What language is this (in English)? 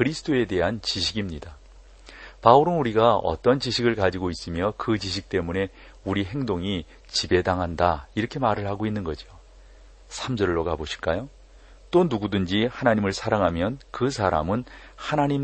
Korean